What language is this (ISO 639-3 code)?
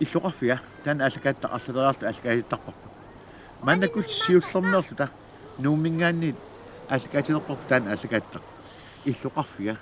kal